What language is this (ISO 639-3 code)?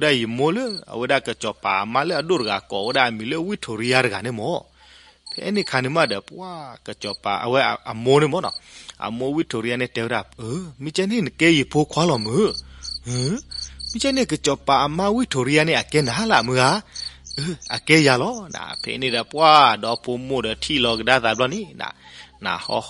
ksw